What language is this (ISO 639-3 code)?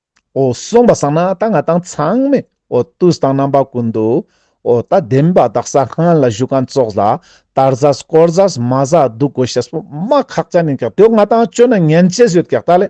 lbj